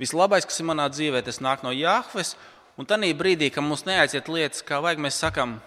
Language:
Latvian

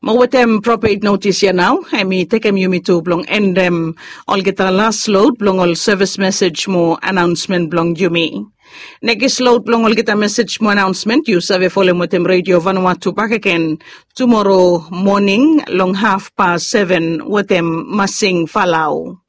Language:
Bislama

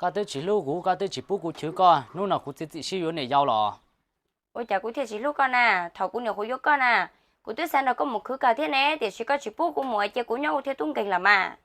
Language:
Hmong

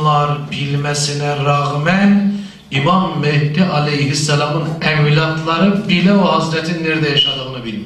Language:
Turkish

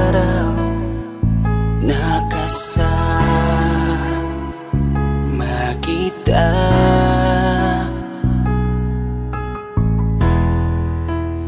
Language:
Filipino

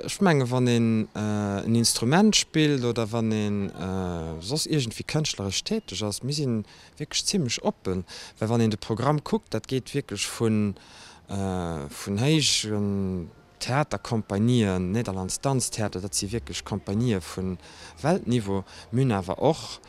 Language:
Luxembourgish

